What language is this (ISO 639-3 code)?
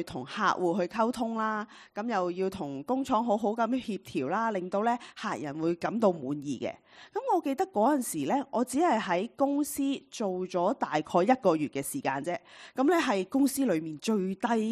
yue